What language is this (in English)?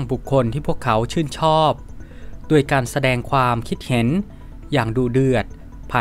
Thai